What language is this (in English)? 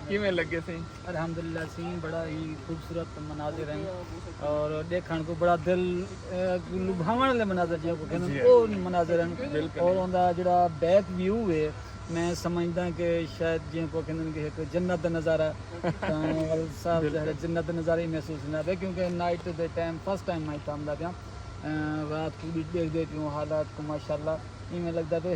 Saraiki